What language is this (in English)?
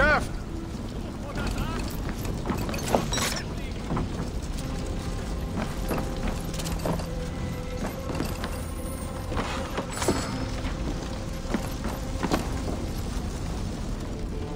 German